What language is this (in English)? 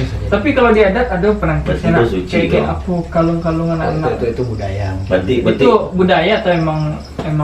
Minangkabau